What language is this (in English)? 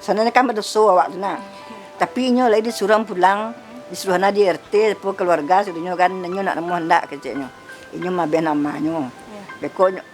Minangkabau